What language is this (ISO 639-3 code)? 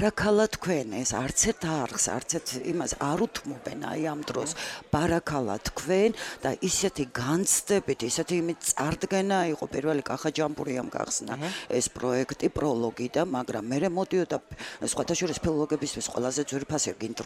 kat